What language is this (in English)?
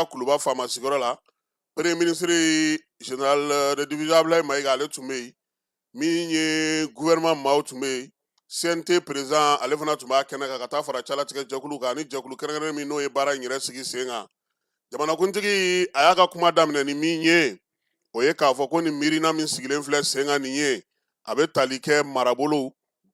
Bambara